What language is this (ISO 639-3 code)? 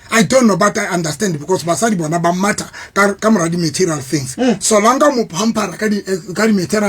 sot